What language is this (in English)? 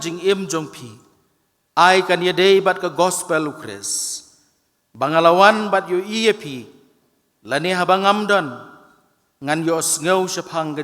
Khasi